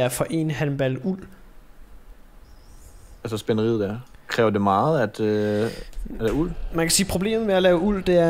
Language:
Danish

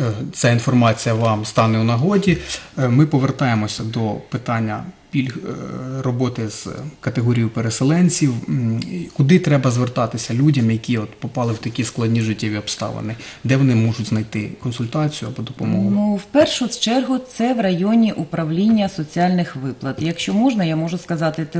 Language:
Ukrainian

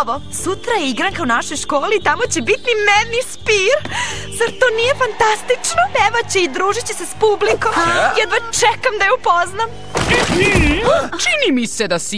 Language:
Serbian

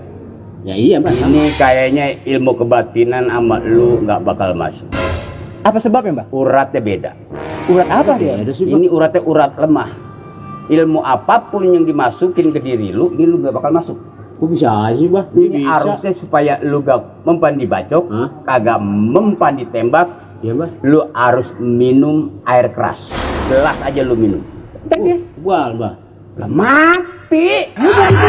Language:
Betawi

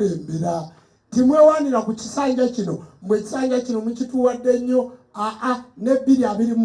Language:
Ganda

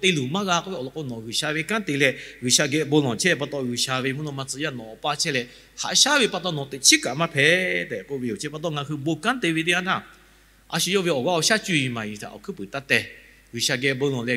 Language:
Lahu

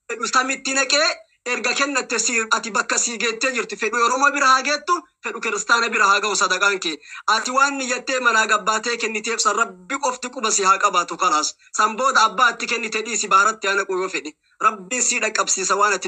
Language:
Oromo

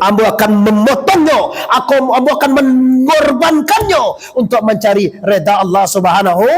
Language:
Minangkabau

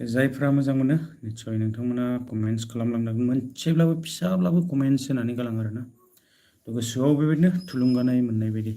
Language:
Bodo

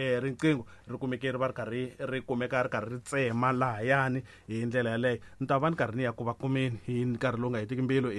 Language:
Tsonga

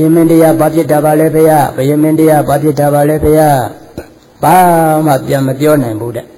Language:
Burmese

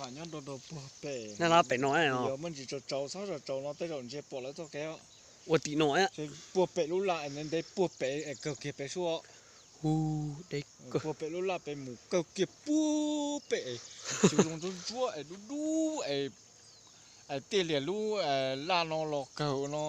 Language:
Hmong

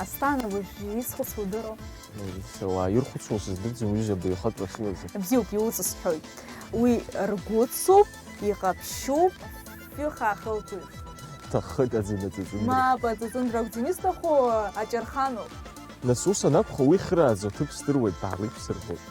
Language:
Abkhazian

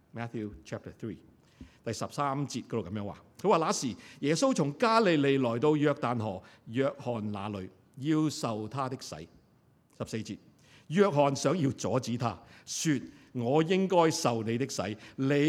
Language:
Cantonese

